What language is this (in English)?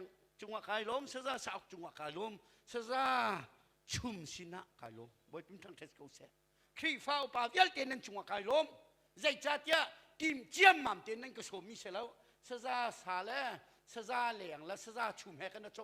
Hakha Chin